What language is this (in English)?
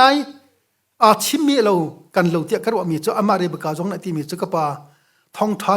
Hakha Chin